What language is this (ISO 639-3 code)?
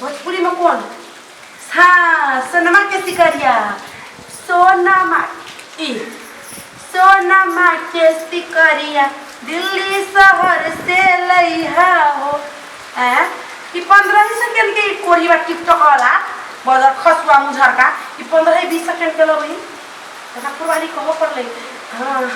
mai